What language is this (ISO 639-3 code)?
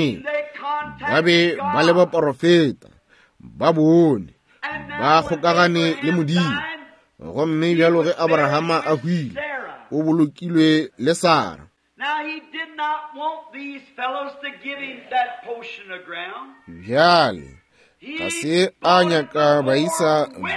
nso